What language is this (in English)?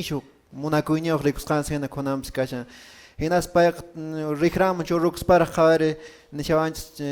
Quechua